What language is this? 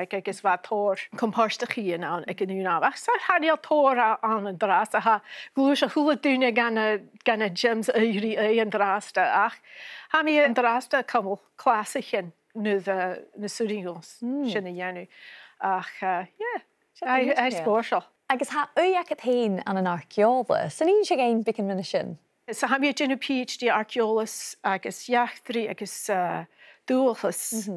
Scottish Gaelic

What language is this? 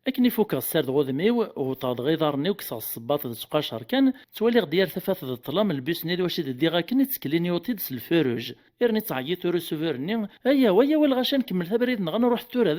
Kabyle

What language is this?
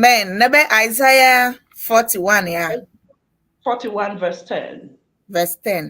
Ewe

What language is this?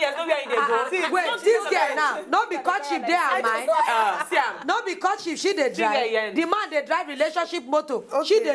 Nigerian Pidgin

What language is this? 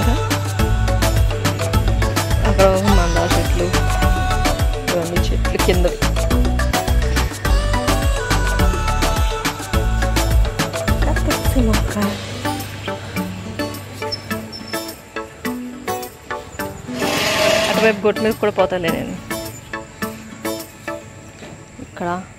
Telugu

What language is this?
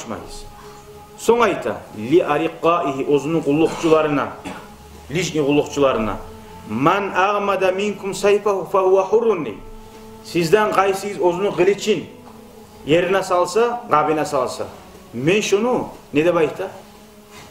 Kumyk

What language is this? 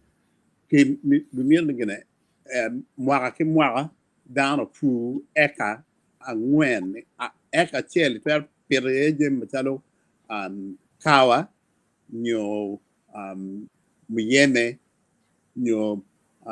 Acoli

